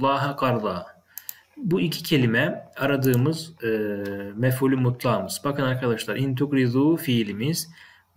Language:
Turkish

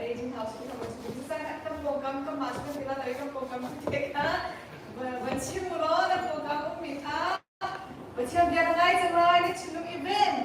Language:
Hakha Chin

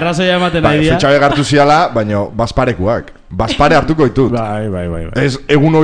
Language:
Basque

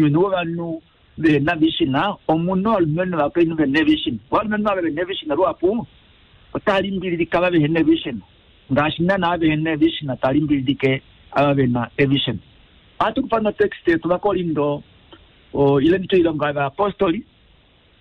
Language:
Kuanyama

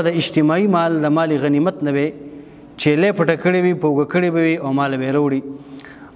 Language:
Pashto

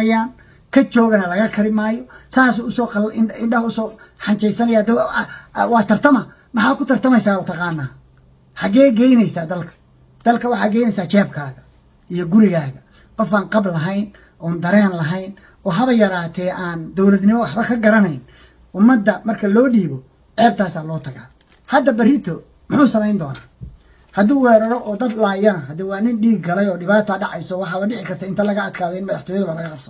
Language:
Somali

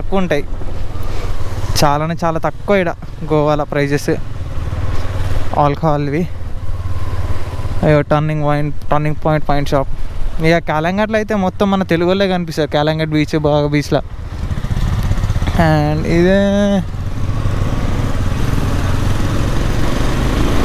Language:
Telugu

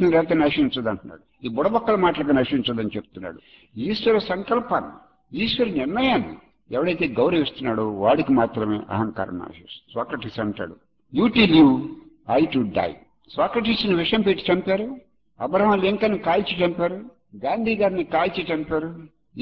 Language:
Telugu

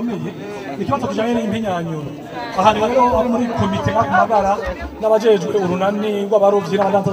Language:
Rundi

